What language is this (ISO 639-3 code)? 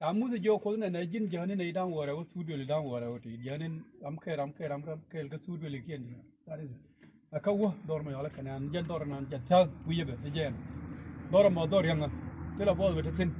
nus